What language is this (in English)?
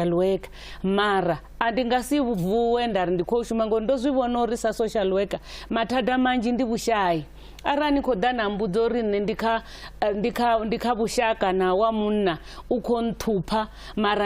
Venda